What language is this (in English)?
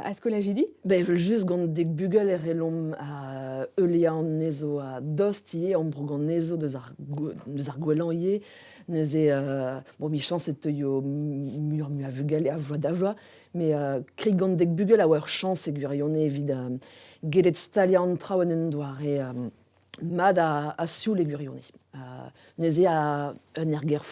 Breton